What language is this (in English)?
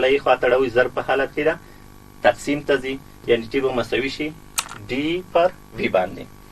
Pashto